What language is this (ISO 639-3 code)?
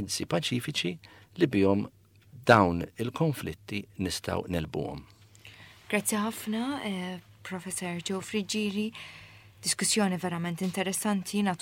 mlt